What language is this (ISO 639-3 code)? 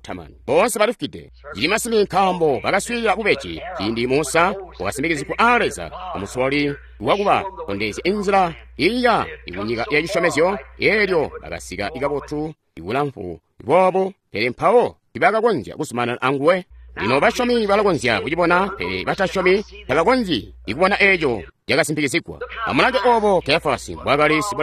toi